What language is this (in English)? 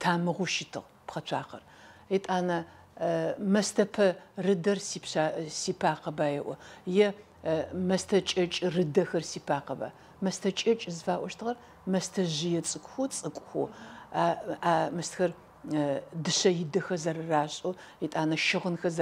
Adyghe